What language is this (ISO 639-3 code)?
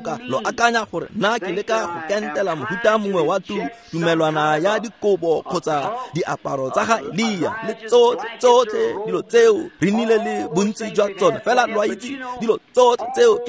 tsn